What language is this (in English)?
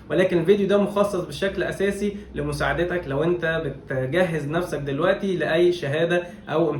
Egyptian Arabic